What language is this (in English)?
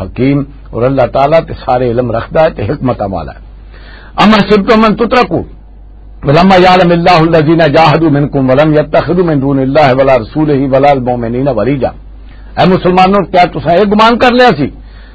Western Panjabi